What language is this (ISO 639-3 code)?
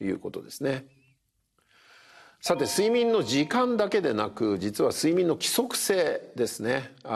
jpn